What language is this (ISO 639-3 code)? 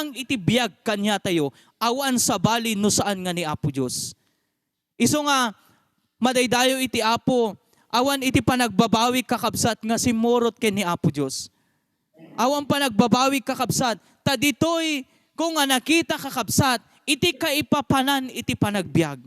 ilo